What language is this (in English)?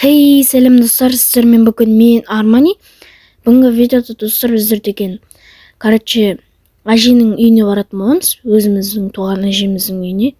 Kazakh